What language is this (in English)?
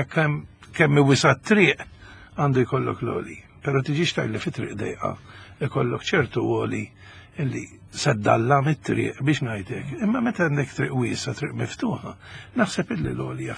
Maltese